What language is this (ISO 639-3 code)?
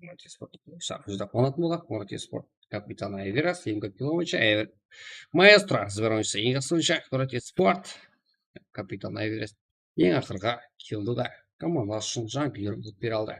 kaa